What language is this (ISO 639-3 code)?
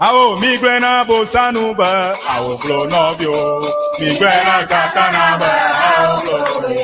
ewe